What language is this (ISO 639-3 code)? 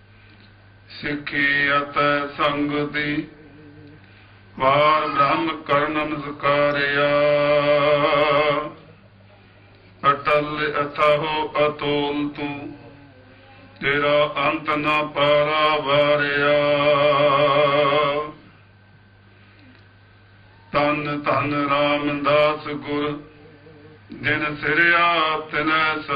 pan